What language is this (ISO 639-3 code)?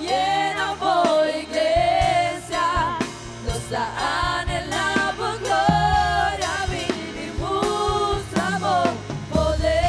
pap